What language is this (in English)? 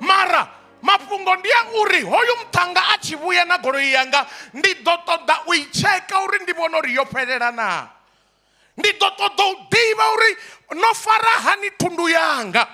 Venda